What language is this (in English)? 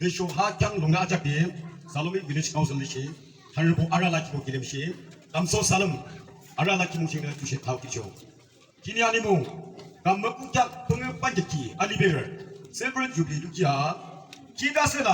Yimchungru Naga